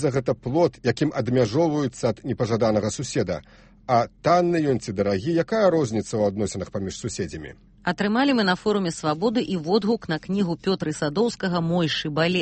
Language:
Belarusian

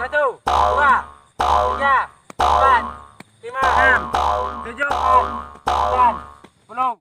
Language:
Minangkabau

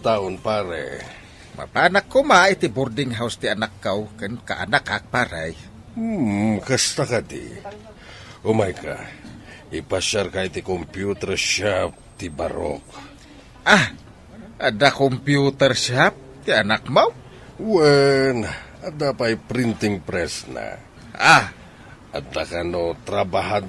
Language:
Iloko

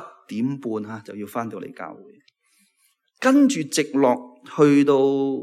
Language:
Cantonese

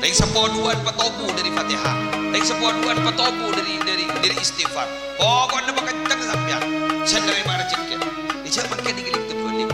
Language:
Madurese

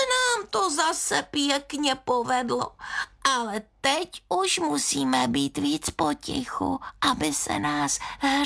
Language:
Czech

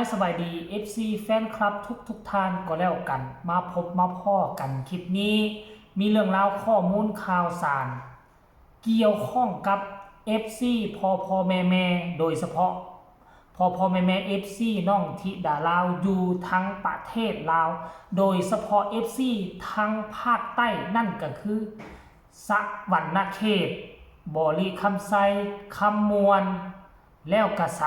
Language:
Northeastern Thai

